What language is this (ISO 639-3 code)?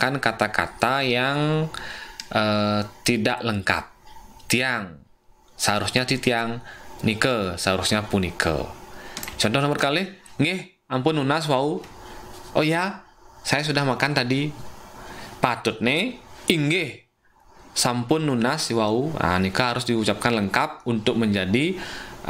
ban